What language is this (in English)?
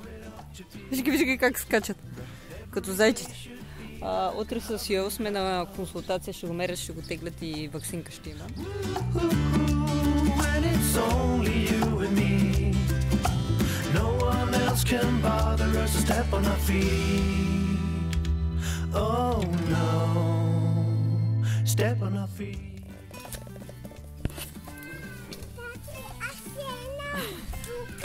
Bulgarian